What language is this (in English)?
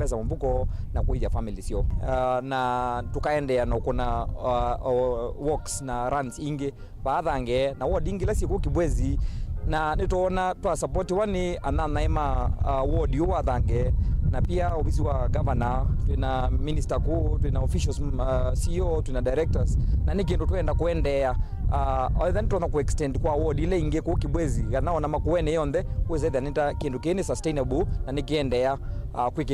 Kamba